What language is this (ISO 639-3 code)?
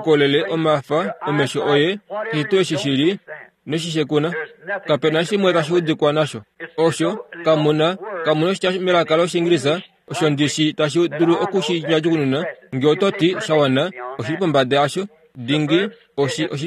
kua